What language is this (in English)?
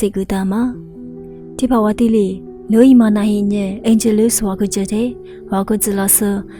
Lisu